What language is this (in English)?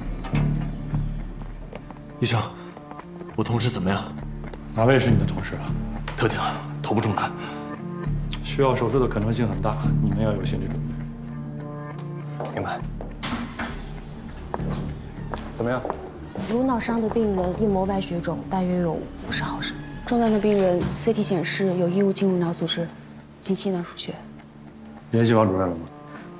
Chinese